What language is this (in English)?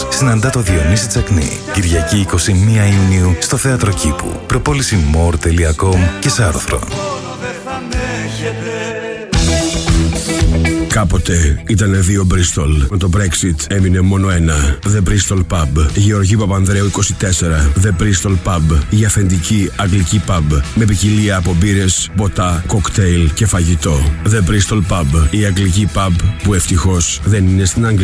Greek